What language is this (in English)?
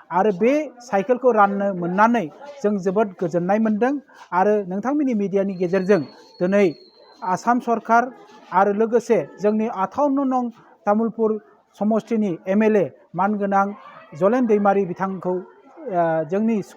Bodo